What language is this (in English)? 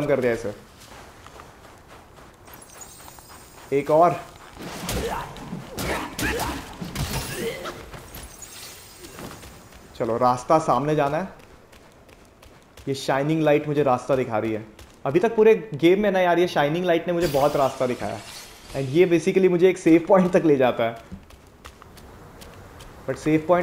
Hindi